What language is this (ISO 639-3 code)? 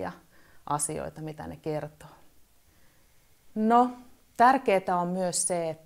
fin